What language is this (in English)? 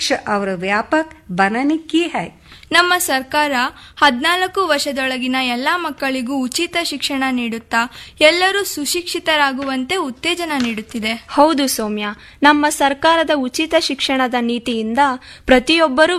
Kannada